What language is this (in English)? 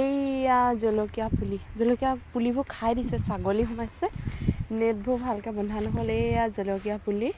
Assamese